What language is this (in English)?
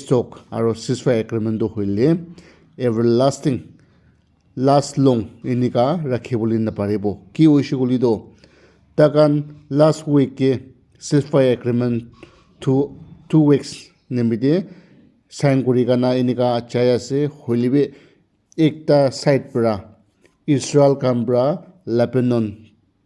Naga Pidgin